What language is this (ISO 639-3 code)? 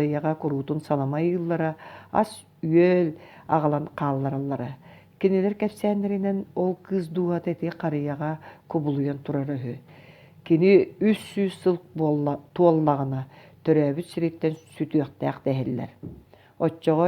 sah